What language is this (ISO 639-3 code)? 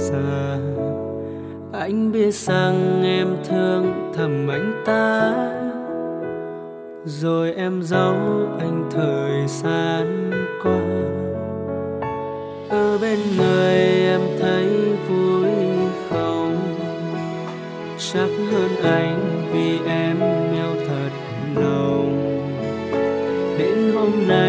vie